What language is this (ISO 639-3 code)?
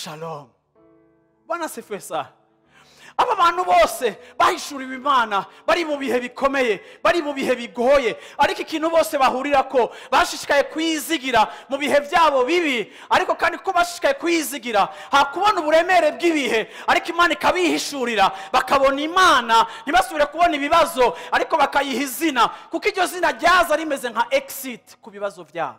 run